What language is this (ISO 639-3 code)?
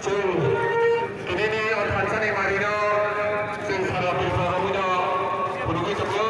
trp